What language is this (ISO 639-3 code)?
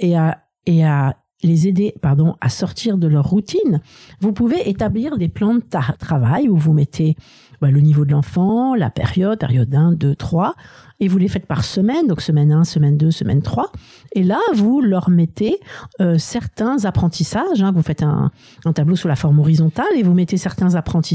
fra